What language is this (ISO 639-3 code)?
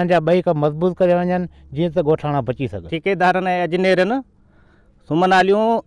snd